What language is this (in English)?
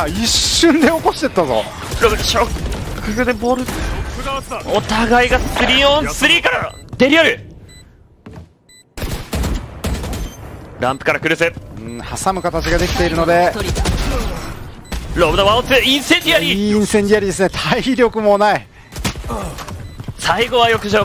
Japanese